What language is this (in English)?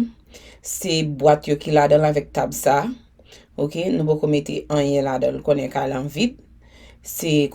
Haitian Creole